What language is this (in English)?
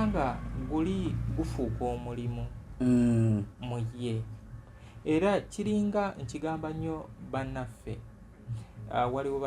Ganda